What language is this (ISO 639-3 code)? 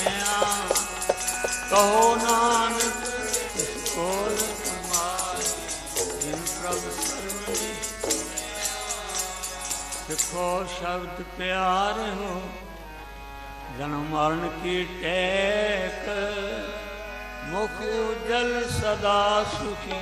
pan